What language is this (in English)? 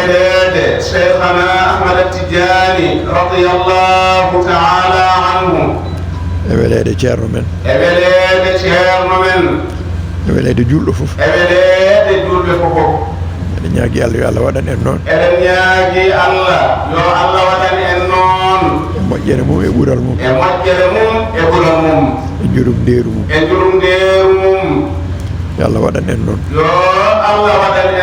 Fula